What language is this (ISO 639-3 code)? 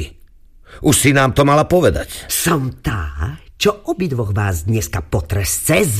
slk